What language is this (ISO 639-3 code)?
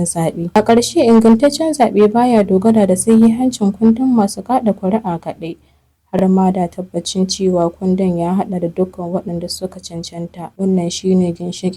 hau